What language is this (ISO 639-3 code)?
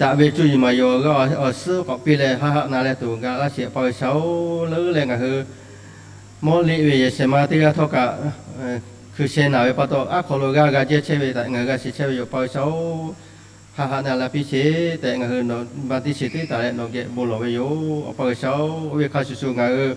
lhu